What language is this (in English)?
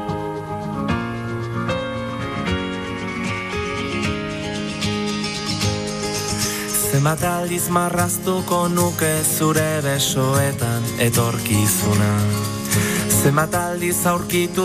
Basque